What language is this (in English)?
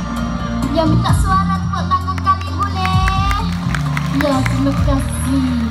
Malay